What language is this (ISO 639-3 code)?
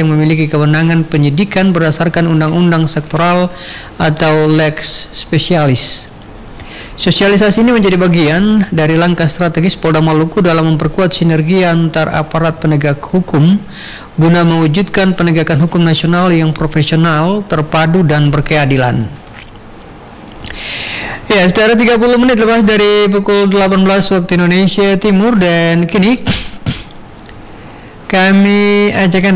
ind